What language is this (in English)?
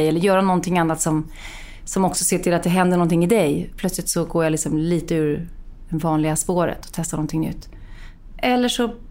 Swedish